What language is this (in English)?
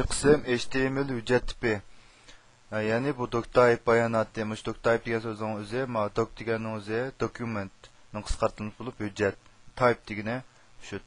Uyghur